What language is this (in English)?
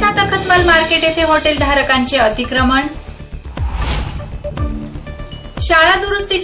Marathi